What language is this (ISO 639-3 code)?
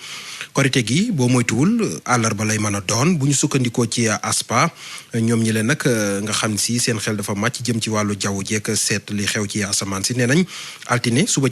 wol